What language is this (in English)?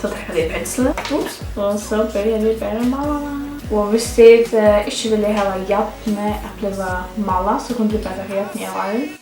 Faroese